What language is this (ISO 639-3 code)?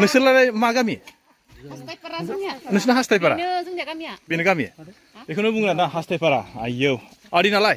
brx